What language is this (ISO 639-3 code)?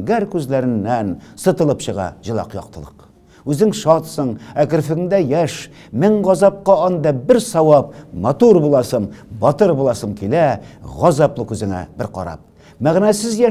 tat